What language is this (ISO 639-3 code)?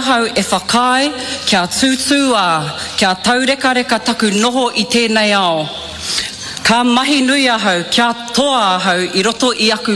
mri